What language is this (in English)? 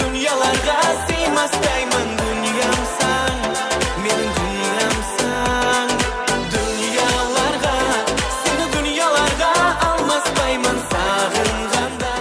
Kara-Kalpak